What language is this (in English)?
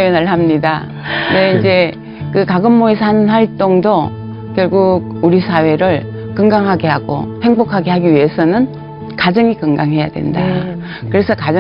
Korean